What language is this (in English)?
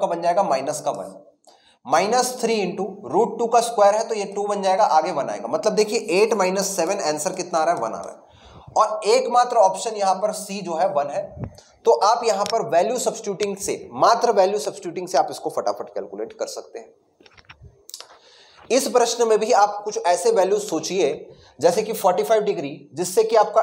Hindi